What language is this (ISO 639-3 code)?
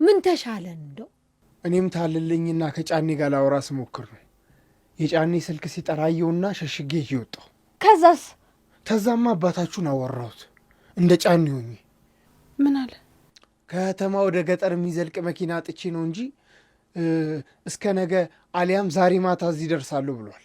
amh